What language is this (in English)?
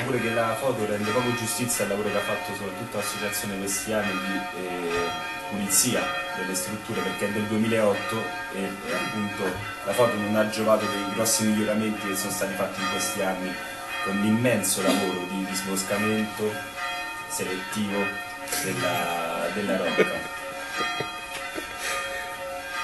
Italian